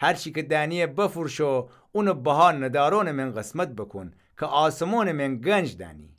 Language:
Gilaki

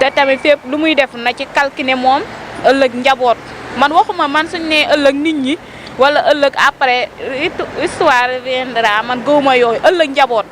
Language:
Wolof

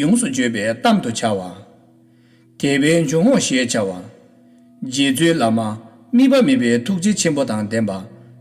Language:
Tibetan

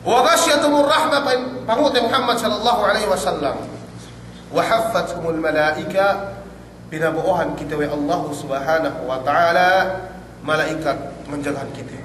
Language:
Yakan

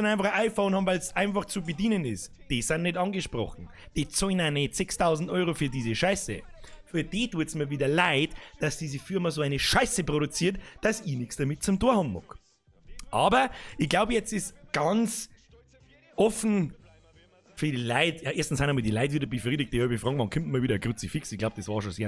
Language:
Bavarian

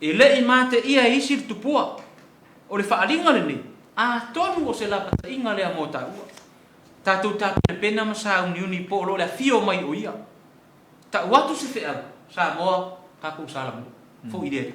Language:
Samoan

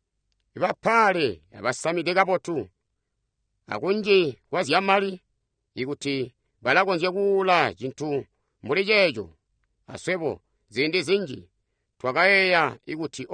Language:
Tonga (Zambia)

